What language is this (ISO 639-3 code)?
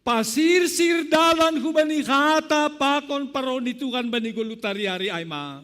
bts